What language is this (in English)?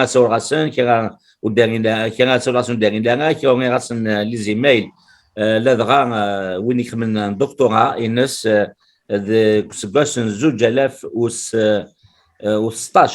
Kabyle